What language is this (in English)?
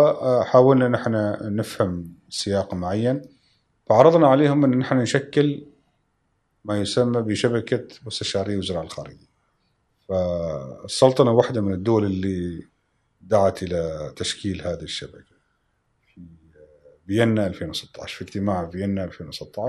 Gulf Arabic